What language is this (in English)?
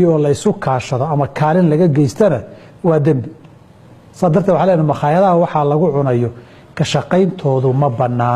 Somali